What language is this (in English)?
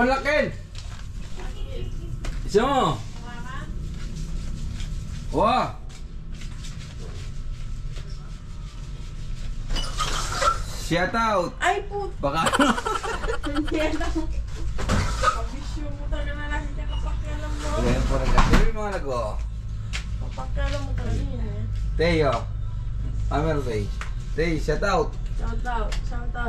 Filipino